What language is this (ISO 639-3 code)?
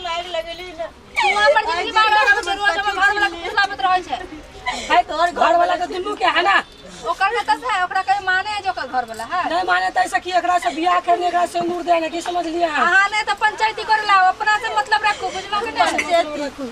mai